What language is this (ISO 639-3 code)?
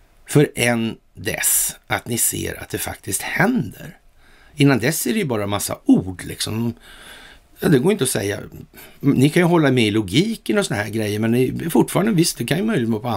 swe